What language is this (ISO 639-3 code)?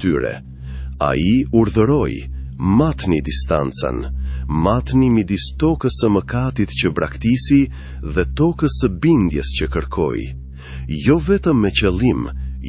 sqi